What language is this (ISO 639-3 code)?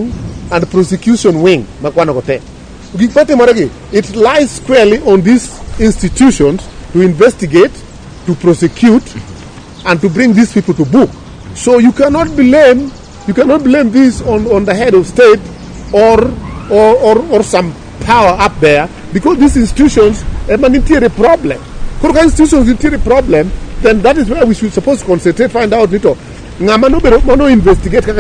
luo